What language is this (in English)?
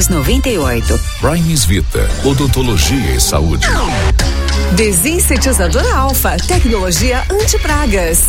Portuguese